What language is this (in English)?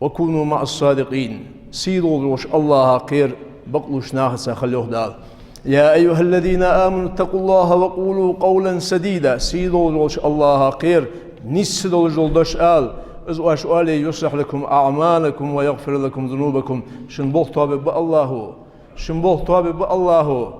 Ingush